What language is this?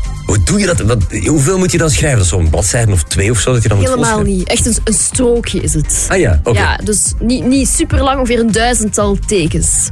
Dutch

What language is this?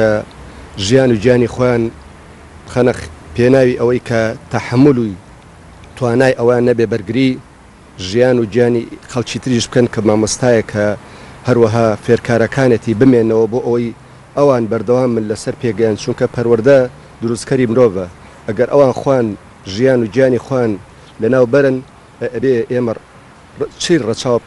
Central Kurdish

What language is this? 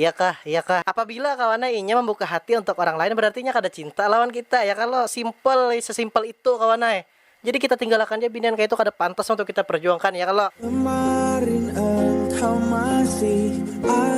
Banjar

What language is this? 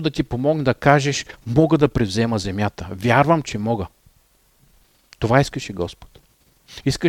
Bulgarian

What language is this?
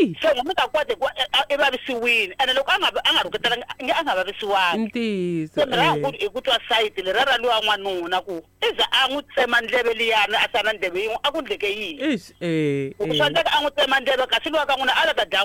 Tsonga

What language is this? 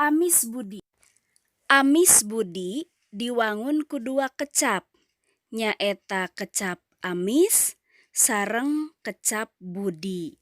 Sundanese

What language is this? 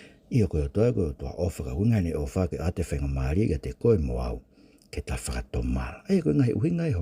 Tongan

